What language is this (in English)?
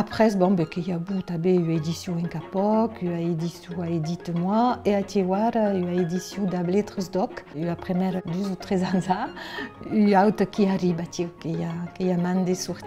Occitan